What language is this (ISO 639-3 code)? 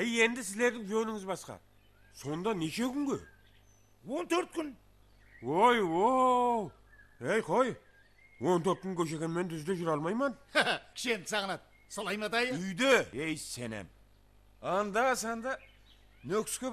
kaa